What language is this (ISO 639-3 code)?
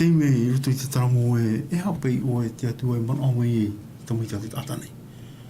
tah